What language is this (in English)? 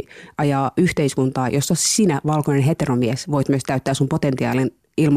Finnish